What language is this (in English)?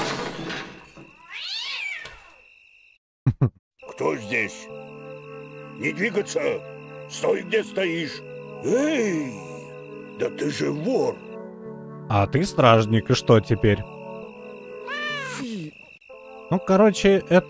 Russian